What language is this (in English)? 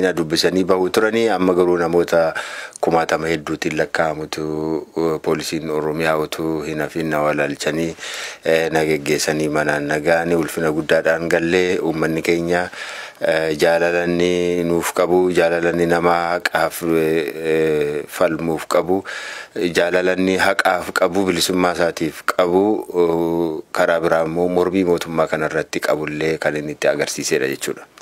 Oromo